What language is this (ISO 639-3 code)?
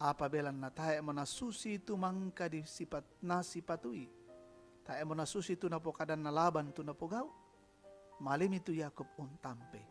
sda